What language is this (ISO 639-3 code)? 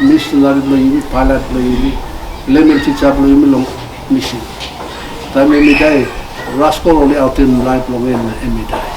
tpi